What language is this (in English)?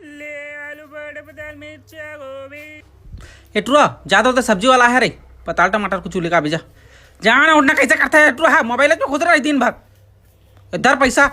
Chhattisgarhi